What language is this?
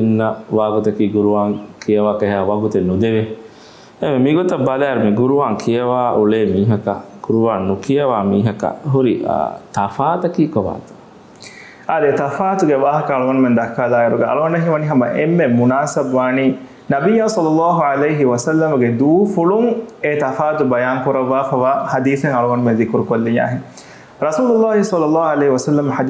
Divehi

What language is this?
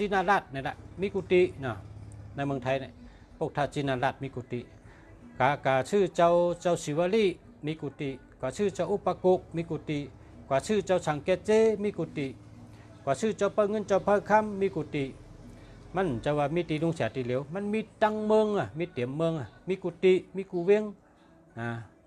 Shan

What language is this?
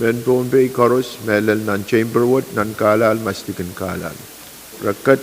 Pohnpeian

